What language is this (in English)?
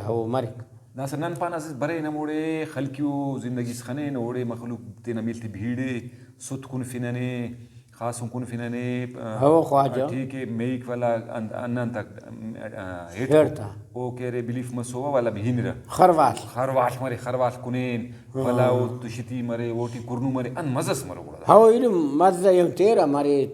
Brahui